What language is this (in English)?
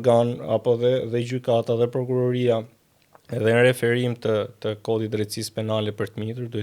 Albanian